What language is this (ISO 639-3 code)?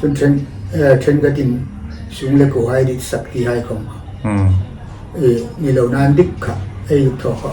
hmr